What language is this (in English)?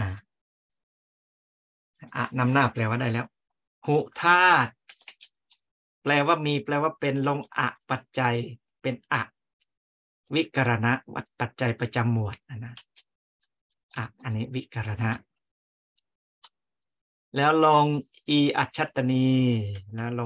Thai